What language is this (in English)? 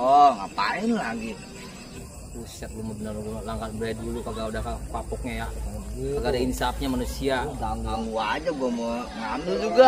Betawi